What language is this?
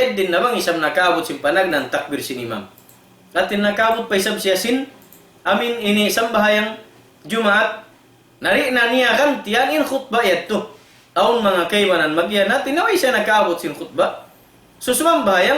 Tausug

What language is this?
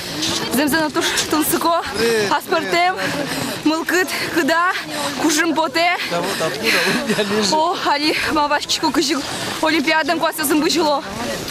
Udmurt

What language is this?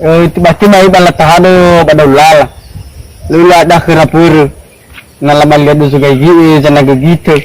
Nias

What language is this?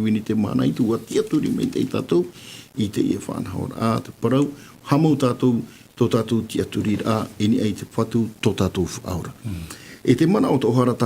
Tahitian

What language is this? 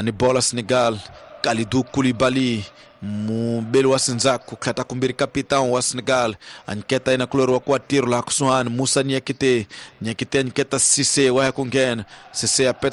Tsonga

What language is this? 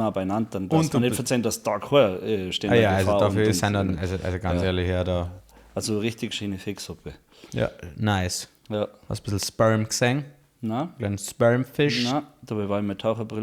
Bavarian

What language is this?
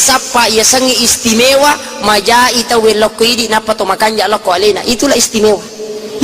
Buginese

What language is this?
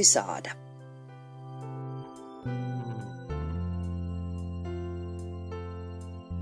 Finnish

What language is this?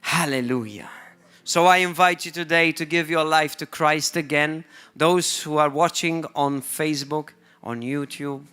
English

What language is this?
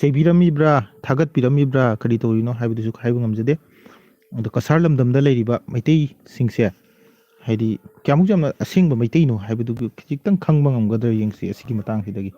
Manipuri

